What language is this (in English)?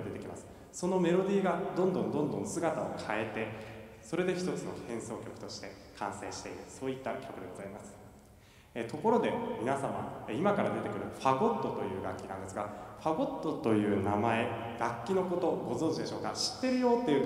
Japanese